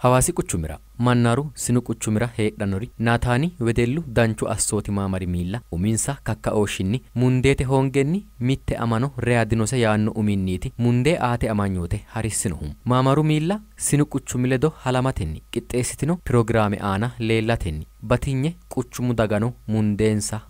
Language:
Sidamo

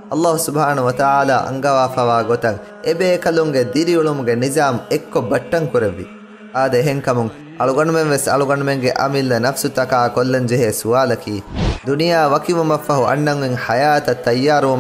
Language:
Divehi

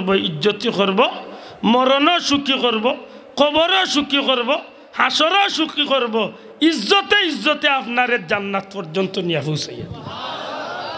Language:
Sylheti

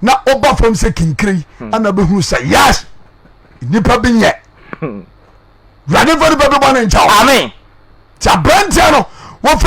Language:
Akan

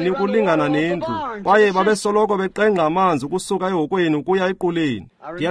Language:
Xhosa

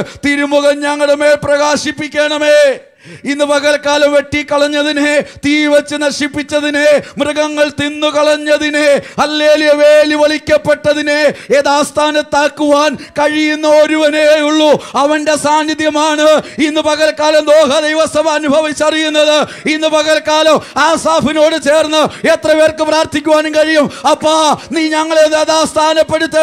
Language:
Malayalam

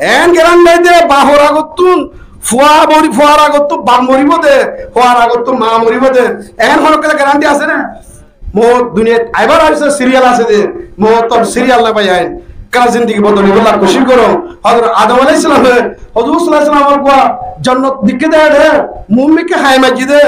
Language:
Rohingya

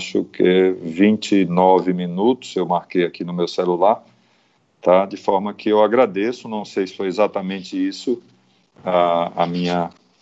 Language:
Portuguese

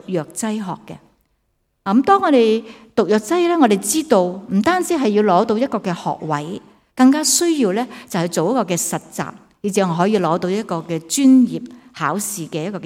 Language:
Cantonese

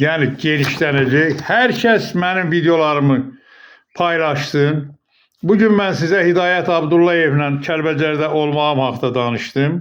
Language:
Azerbaijani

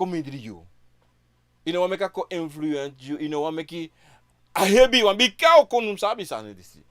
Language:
Sranan Tongo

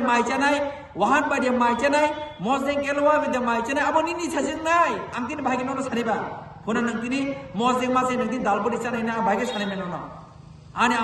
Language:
Kok Borok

